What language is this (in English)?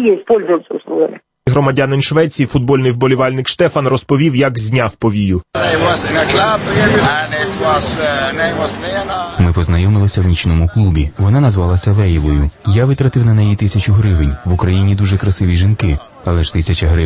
Ukrainian